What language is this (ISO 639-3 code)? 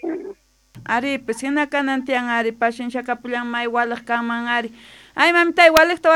quh